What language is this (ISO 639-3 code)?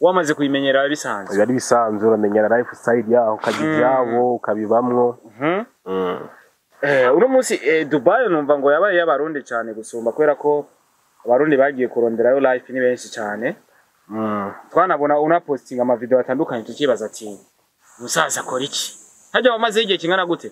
run